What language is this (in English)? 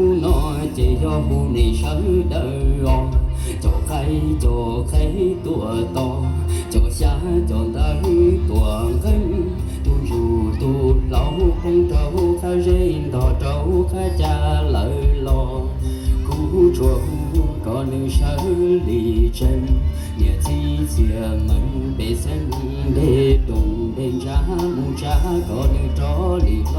Hmong